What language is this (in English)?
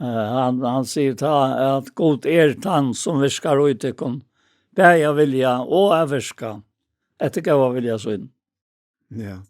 Faroese